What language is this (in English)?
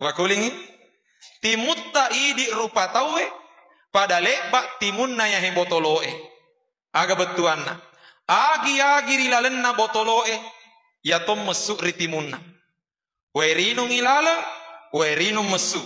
Buginese